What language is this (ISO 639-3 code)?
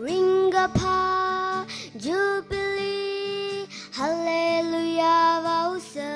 nmf